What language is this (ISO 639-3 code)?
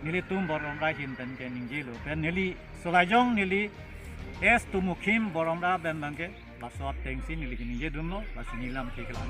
mjw